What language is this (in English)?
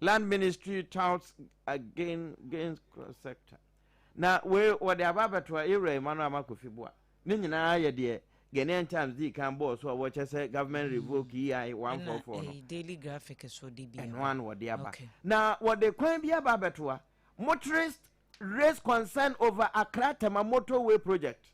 Akan